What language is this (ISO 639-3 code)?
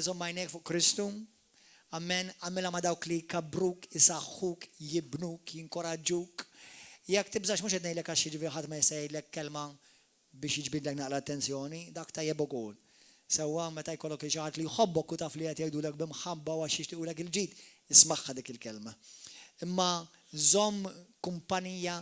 mlt